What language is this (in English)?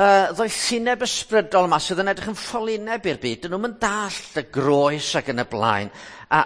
Welsh